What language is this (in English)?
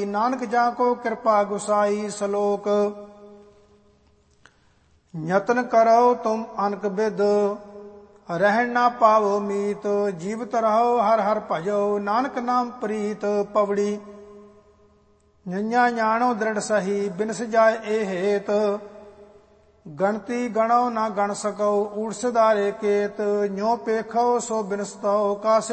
Punjabi